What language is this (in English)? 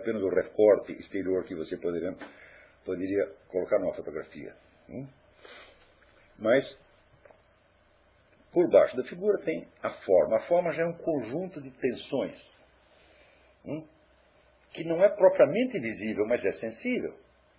Portuguese